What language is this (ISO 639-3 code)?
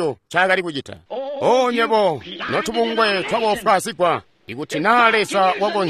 toi